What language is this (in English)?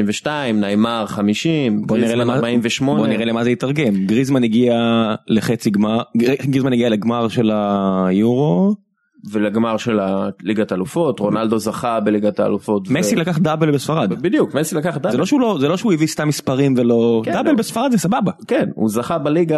Hebrew